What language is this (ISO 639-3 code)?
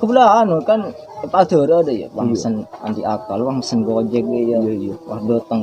mad